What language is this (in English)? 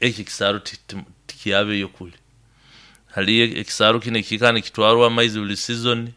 Nyankole